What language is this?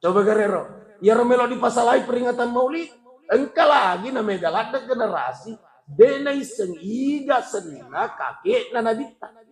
Buginese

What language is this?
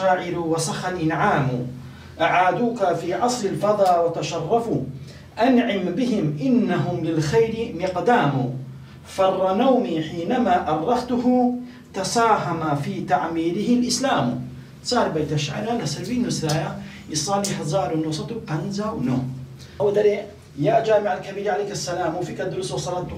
Kurdish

